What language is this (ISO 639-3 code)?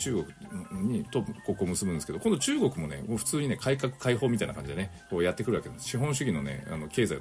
jpn